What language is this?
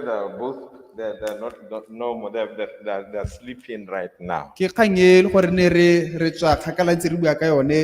Tswana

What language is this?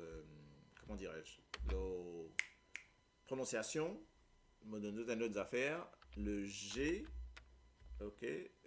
Morisyen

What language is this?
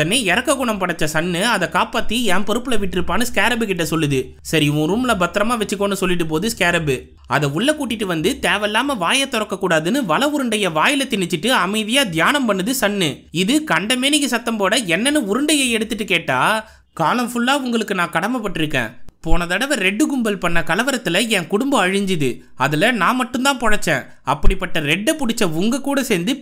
Tamil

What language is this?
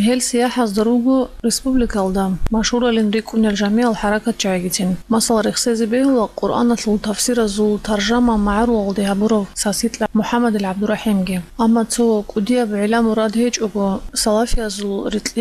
Avaric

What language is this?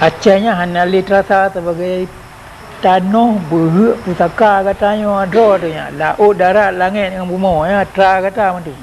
Achinese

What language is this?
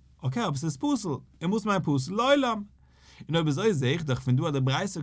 Yiddish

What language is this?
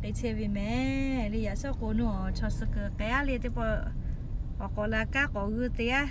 Lahu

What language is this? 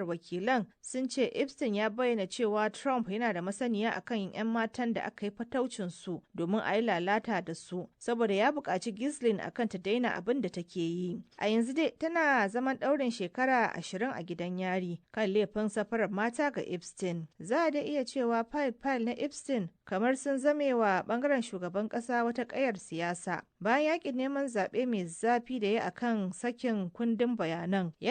Hausa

